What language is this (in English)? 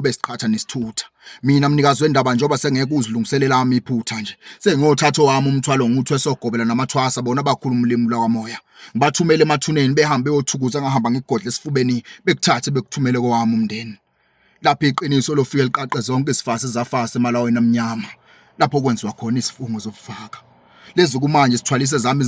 Zulu